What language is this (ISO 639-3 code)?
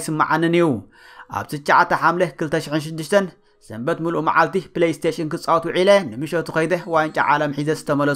tir